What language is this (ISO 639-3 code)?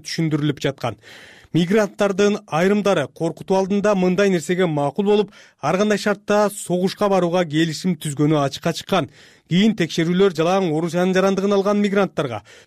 kir